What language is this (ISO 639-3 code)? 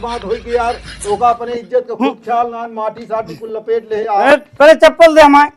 awa